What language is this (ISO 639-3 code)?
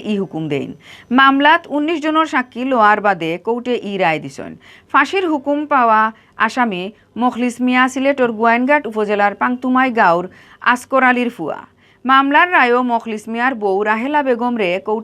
syl